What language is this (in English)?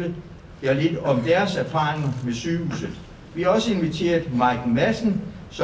Danish